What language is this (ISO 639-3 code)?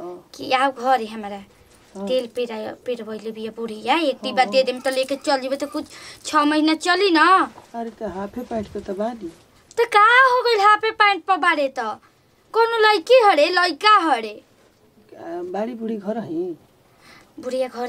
bho